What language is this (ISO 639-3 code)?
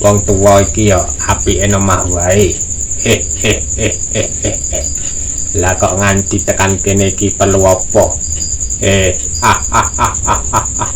jav